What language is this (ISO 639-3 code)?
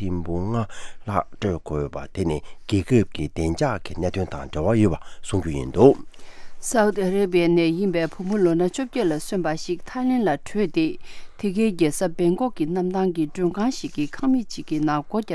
bod